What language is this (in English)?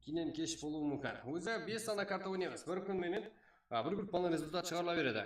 Kara-Kalpak